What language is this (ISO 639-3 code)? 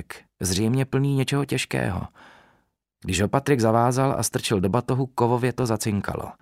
ces